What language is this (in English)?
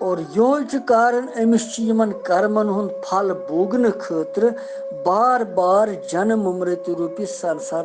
Kashmiri